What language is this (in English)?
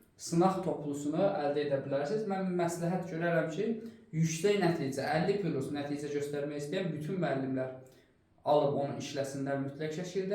Azerbaijani